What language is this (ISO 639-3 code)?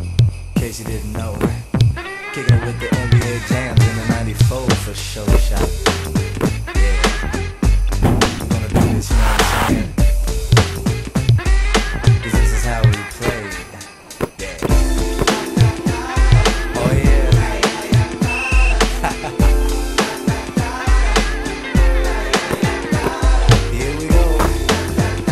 eng